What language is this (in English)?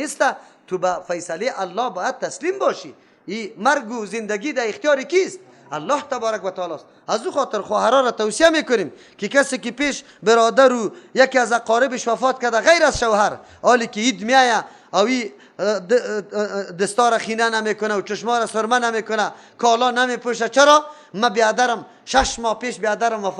Persian